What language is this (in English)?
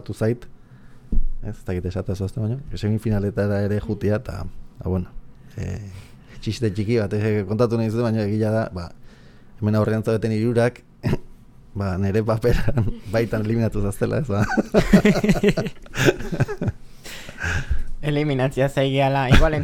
Basque